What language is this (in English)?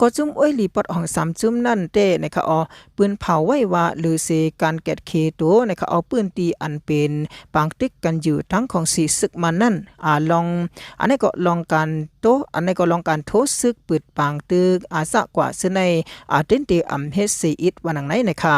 Shan